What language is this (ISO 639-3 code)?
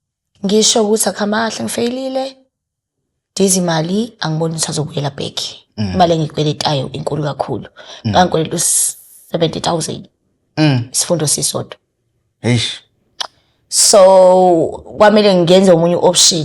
zul